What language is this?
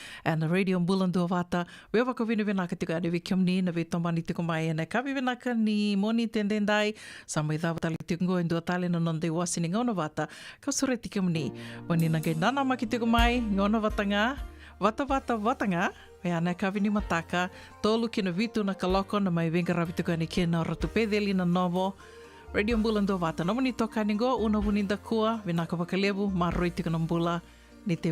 Fijian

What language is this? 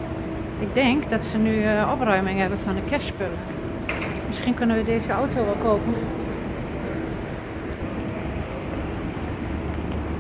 Dutch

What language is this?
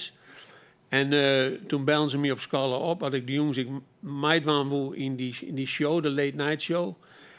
Western Frisian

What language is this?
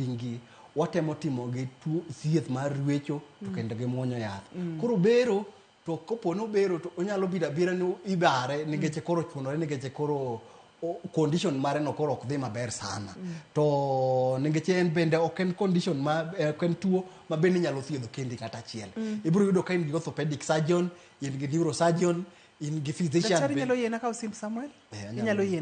Luo (Kenya and Tanzania)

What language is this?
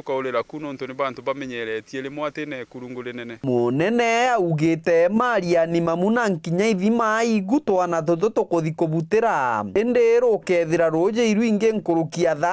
Meru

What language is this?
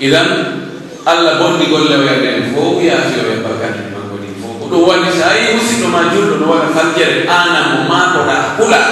Pular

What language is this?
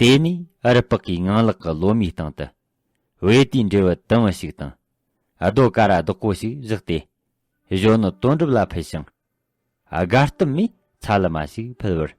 Tibetan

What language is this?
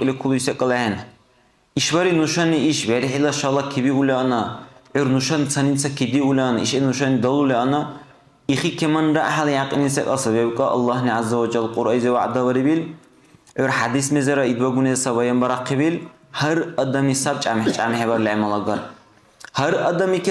Dargwa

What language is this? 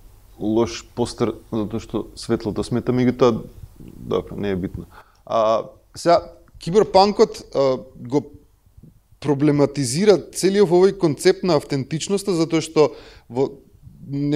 Macedonian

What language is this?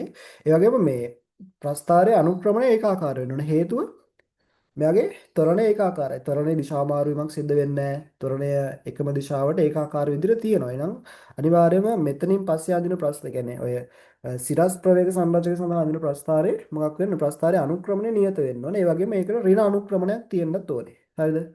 Sinhala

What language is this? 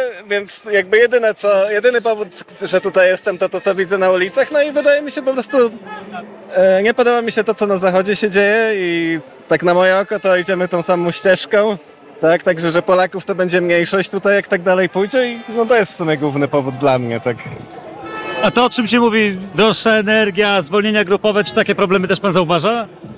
Polish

